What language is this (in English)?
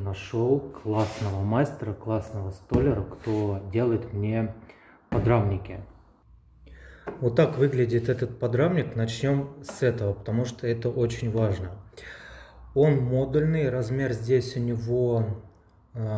Russian